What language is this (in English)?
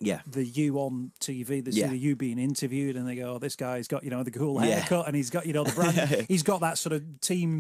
English